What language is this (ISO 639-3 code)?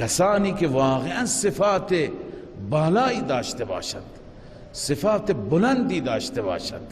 fas